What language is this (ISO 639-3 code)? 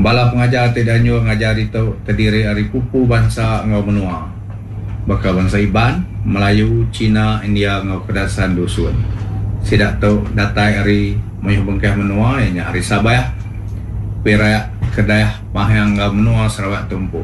iba